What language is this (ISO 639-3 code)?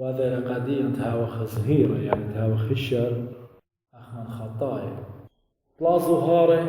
aii